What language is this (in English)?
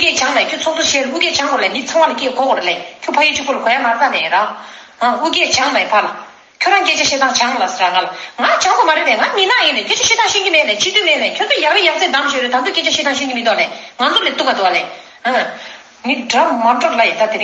Tibetan